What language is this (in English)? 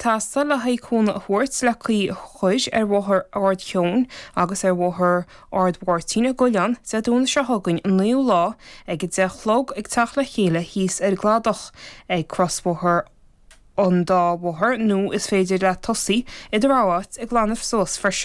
Irish